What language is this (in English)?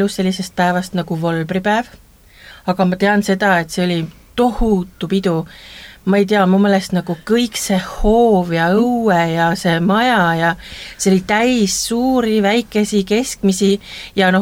Estonian